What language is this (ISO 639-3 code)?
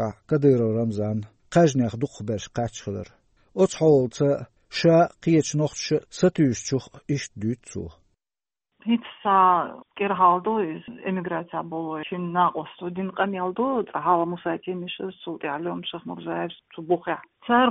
che